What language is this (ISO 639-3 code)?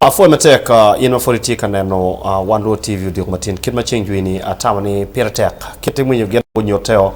ach